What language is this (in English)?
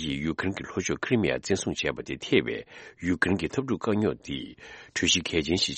Tibetan